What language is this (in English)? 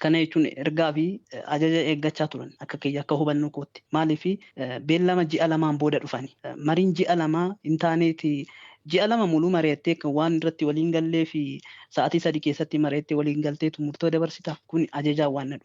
Oromo